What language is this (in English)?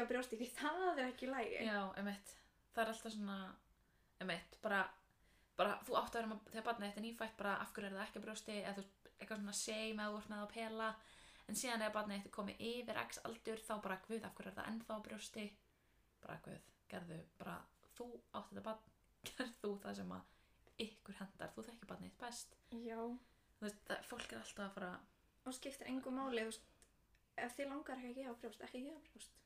Icelandic